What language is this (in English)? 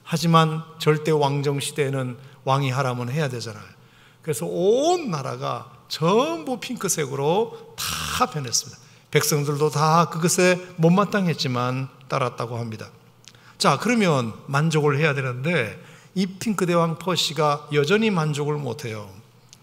Korean